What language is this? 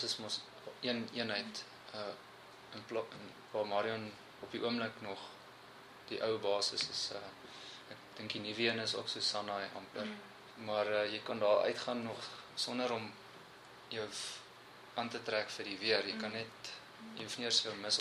Afrikaans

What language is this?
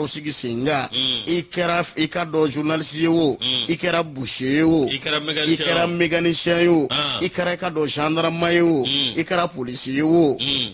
Bambara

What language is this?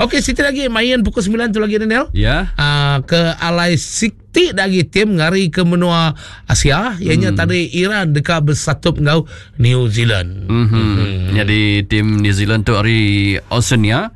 Iban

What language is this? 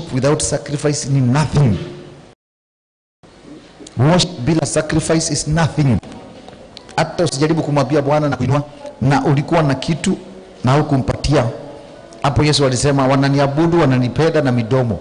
Swahili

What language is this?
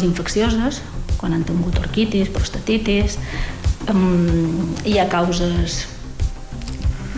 Catalan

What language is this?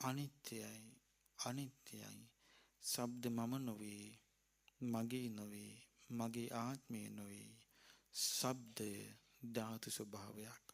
Sinhala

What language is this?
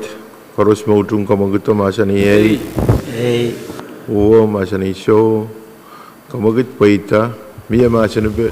Pohnpeian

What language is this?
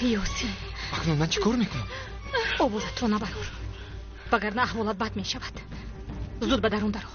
Tajik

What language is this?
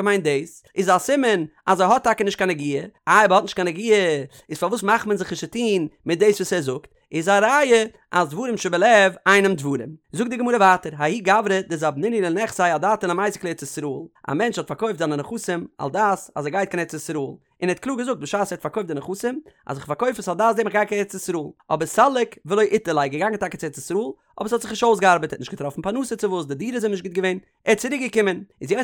Yiddish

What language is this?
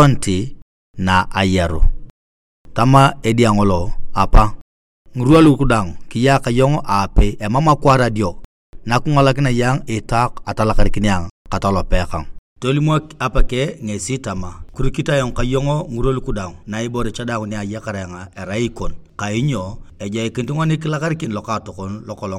Turkana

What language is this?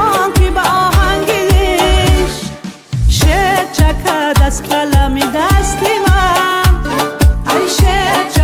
Tajik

